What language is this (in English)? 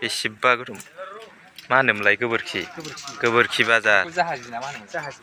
Bodo